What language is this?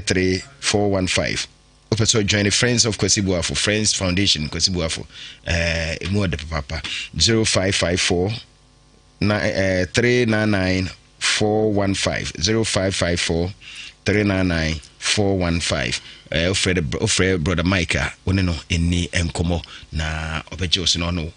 Akan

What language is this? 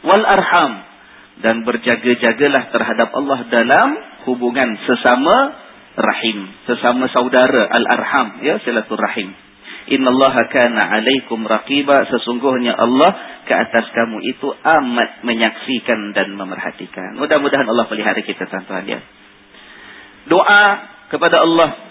Malay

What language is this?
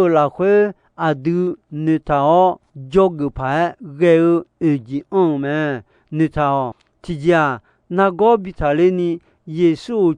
Akha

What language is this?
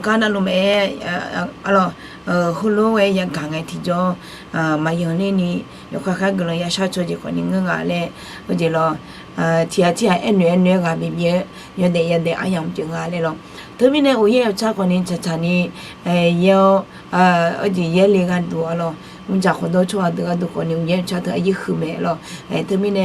Akha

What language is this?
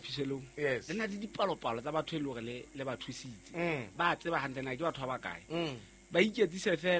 Southern Sotho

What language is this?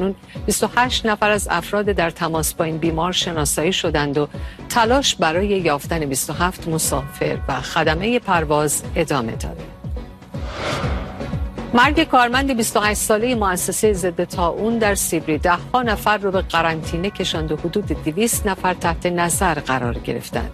Persian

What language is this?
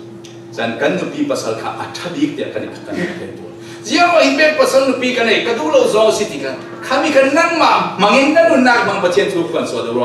Falam Chin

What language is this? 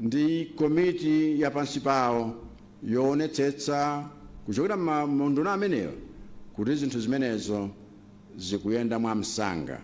Nyanja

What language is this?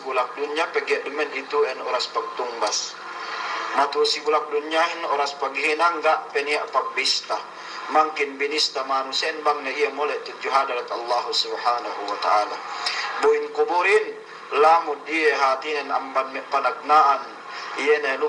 Yakan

